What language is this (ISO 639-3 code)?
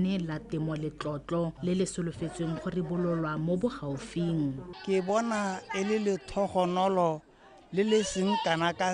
tsn